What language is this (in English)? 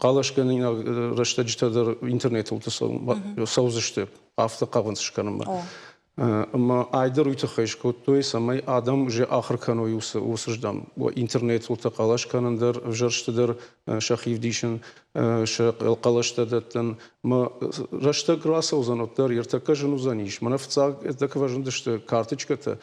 Ossetic